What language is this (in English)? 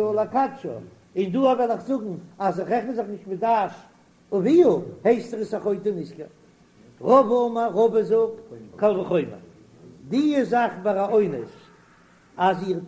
Yiddish